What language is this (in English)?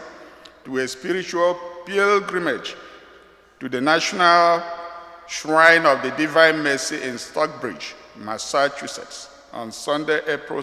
Igbo